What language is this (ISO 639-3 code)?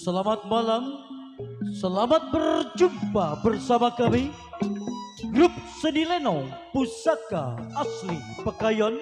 bew